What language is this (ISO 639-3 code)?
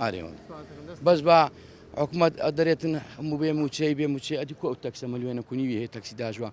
ckb